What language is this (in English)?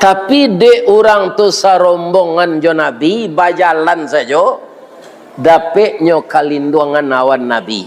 Minangkabau